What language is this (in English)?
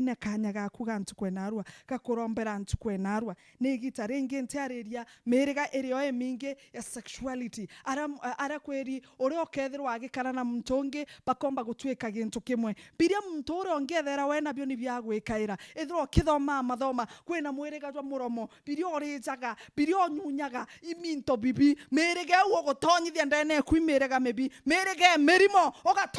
Meru